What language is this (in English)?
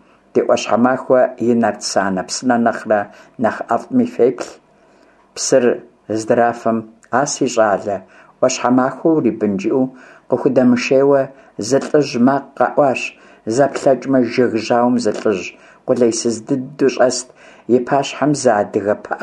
Kabardian